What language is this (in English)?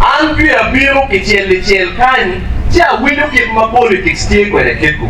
Acoli